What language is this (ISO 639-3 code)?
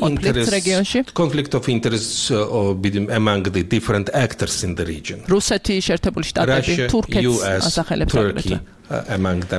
kat